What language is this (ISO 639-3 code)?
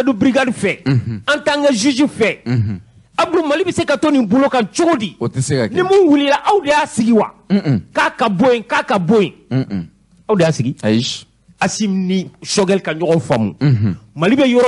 bam